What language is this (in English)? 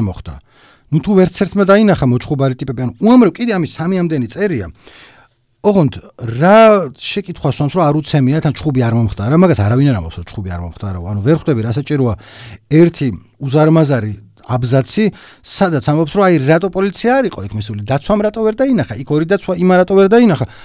Georgian